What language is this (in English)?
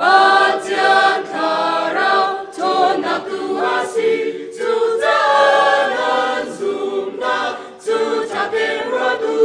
Hakha Chin